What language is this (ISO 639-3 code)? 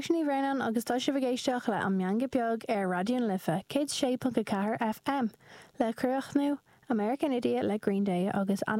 gle